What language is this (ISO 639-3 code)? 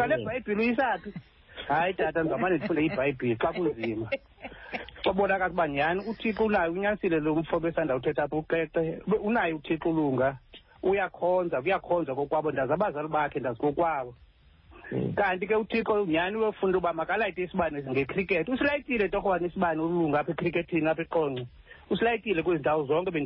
xho